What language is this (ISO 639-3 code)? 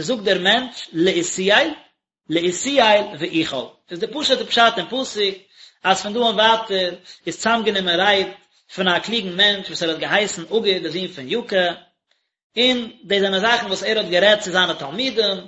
yid